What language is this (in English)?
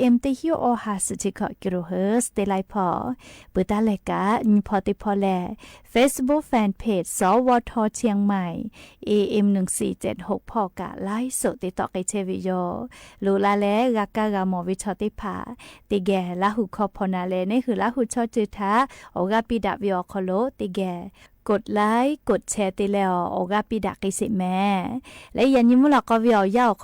Lahu